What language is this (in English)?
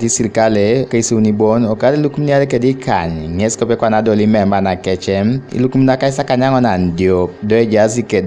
Teso